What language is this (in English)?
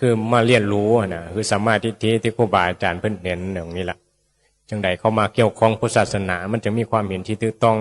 Northeastern Thai